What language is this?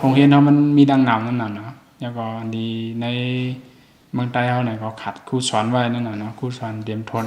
Shan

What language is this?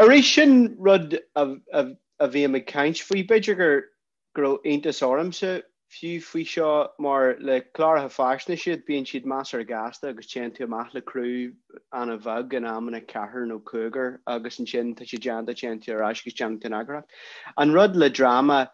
Irish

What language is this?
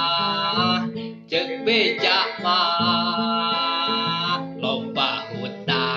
Sundanese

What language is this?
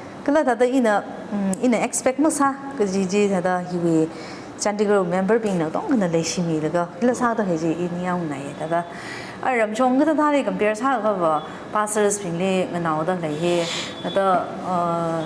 Tangkhul Naga (India)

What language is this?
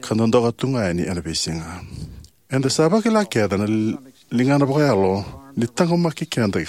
Fijian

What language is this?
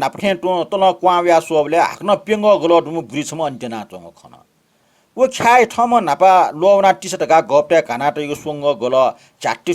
Newari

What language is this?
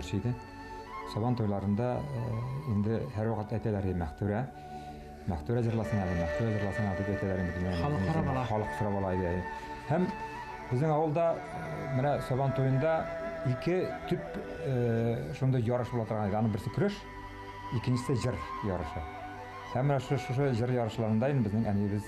Bashkir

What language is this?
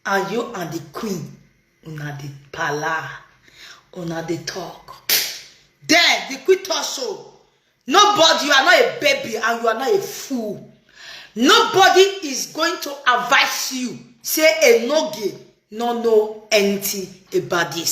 Nigerian Pidgin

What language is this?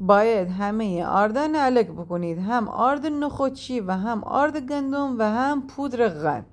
Gilaki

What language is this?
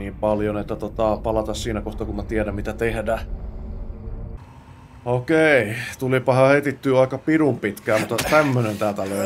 Finnish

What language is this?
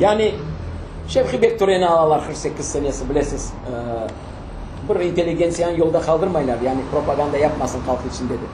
Crimean Tatar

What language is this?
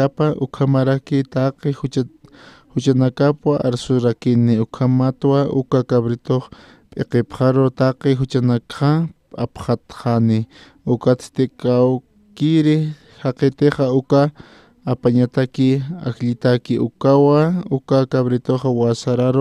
Aymara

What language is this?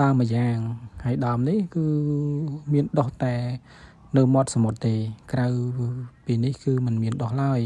Khmer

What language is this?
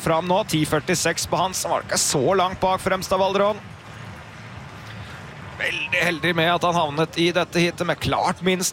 Norwegian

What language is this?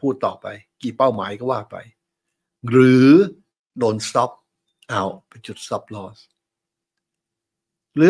Thai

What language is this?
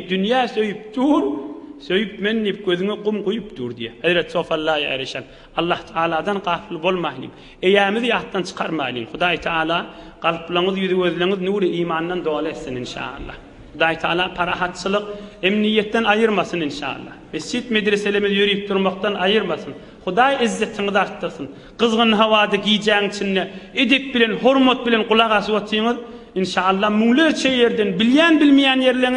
Turkmen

